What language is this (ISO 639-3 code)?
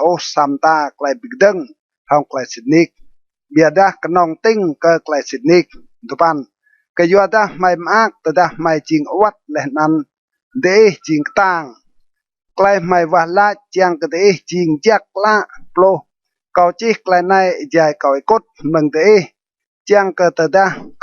rad